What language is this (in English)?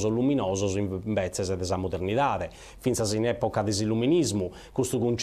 Sardinian